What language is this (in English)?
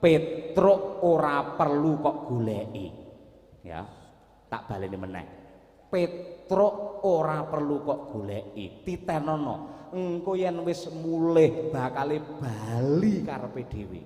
Javanese